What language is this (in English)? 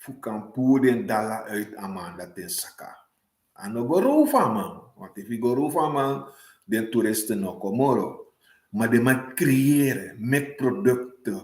Sranan Tongo